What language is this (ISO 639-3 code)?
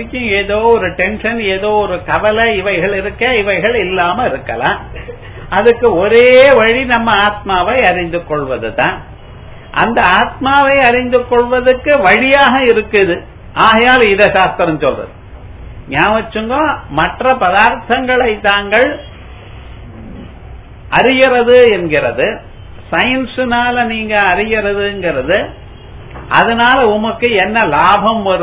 tam